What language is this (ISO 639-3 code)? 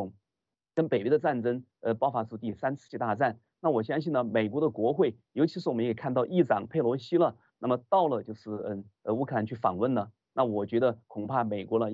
zho